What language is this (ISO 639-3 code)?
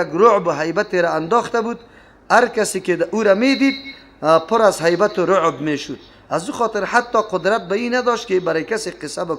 fas